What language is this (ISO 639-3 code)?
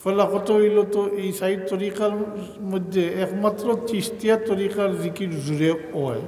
syl